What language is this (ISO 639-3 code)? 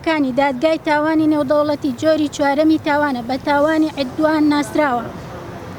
ckb